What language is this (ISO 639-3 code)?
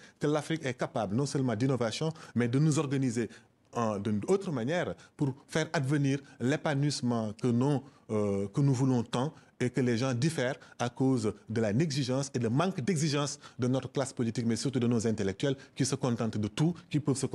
fra